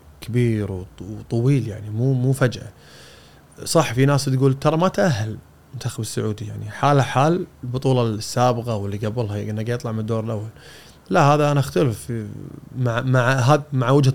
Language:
Gulf Arabic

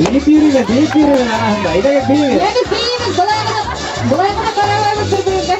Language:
Bashkir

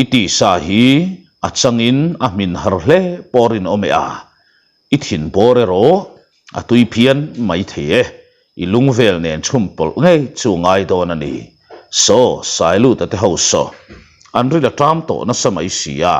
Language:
Mizo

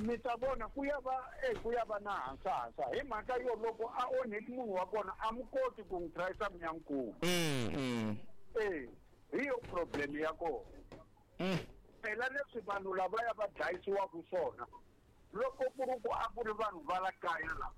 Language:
Tsonga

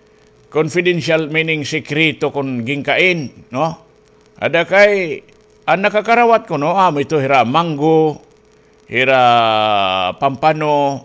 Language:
Waray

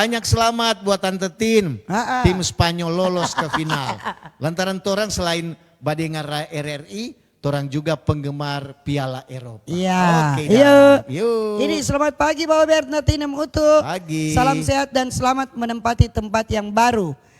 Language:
Manado Malay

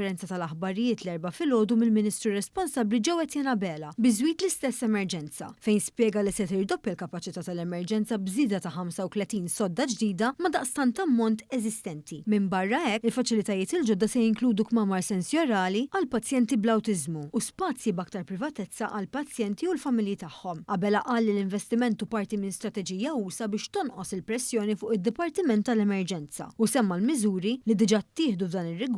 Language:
Maltese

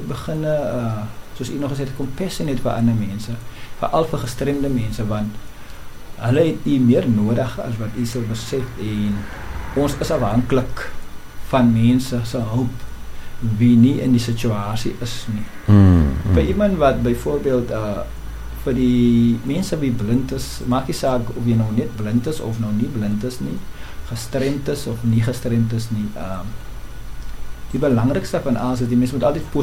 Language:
Afrikaans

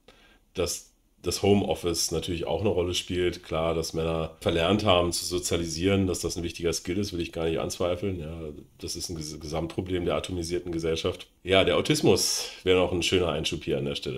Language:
German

